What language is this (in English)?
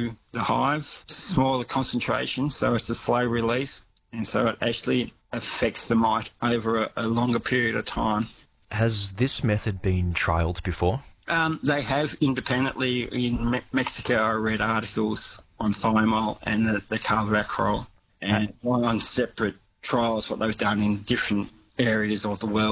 English